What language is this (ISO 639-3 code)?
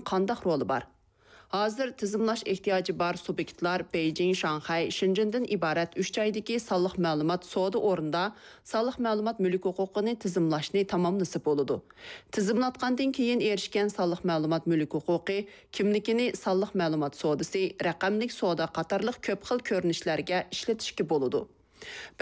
uig